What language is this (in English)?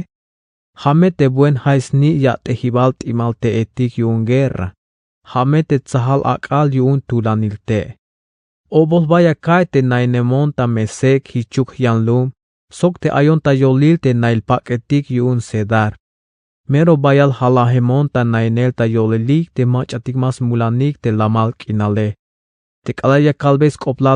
Tzeltal